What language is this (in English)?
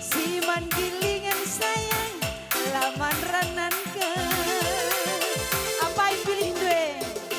Batak Karo